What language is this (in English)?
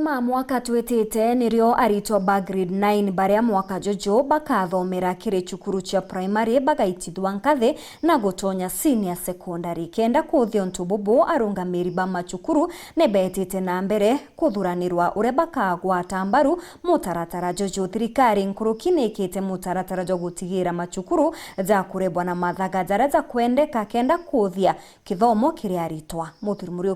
Meru